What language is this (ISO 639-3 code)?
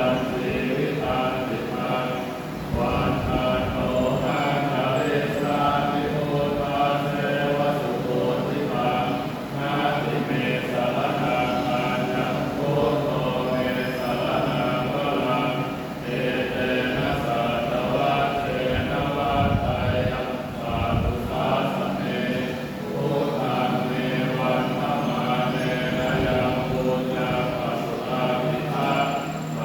pli